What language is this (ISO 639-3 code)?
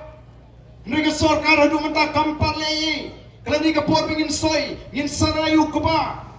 kha